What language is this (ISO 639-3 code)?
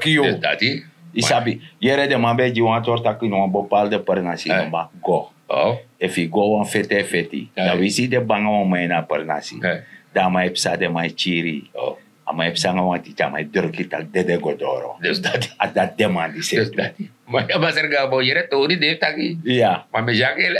srn